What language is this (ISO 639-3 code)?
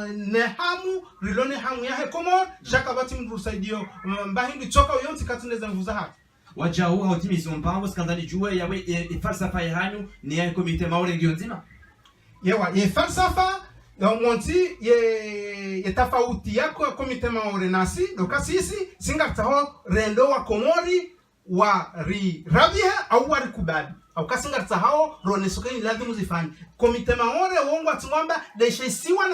zdj